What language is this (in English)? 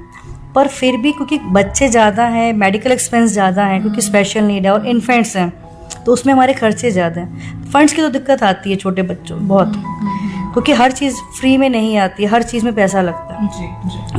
Hindi